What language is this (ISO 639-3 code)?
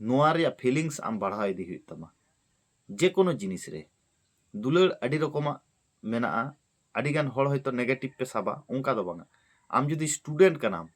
sat